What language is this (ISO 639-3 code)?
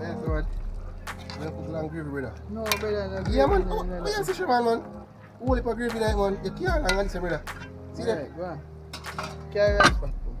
jam